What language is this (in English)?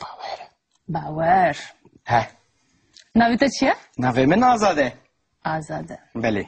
Kurdish